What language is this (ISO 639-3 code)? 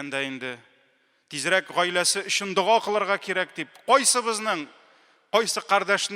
tat